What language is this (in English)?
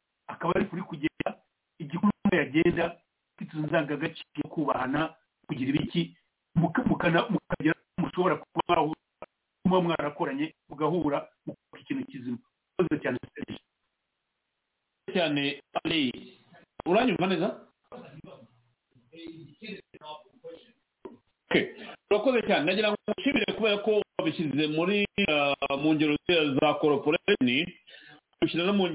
Kinyarwanda